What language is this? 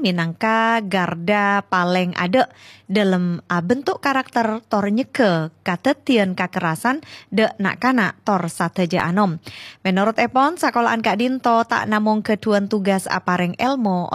Madurese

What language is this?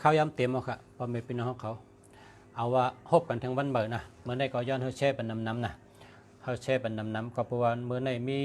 Shan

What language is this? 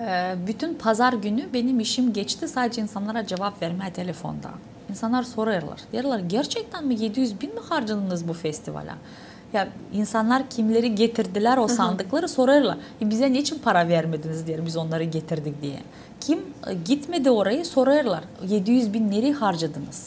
Gagauz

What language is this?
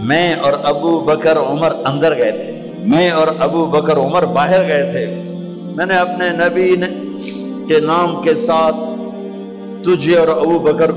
Urdu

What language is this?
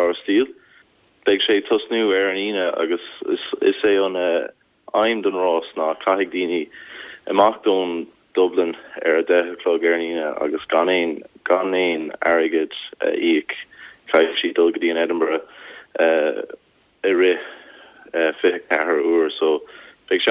Irish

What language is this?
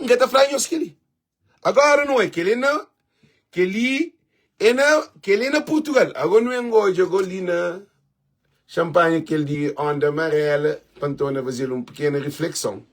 Kabuverdianu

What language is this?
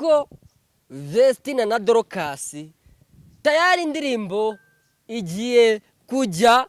Kinyarwanda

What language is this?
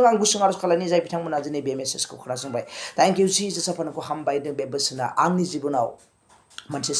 Bodo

